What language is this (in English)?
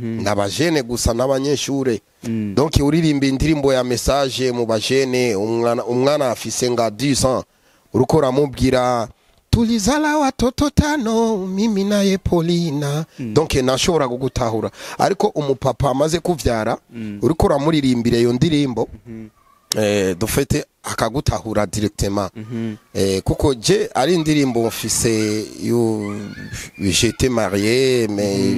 Rundi